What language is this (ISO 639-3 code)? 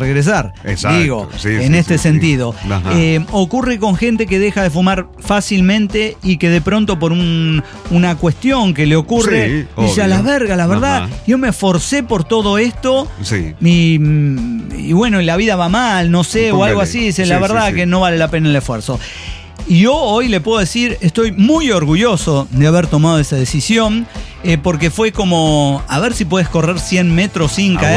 spa